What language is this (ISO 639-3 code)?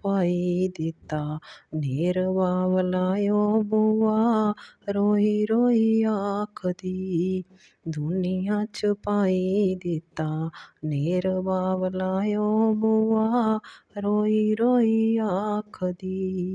doi